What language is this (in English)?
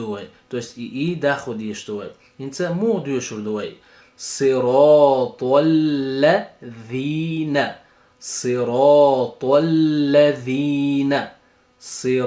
Chechen